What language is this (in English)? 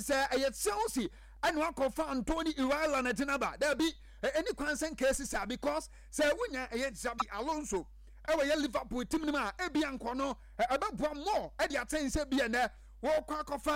Akan